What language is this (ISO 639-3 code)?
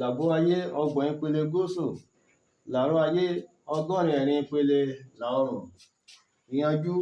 yor